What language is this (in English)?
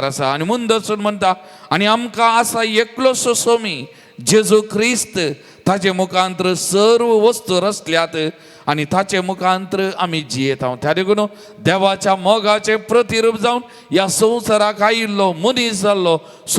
Konkani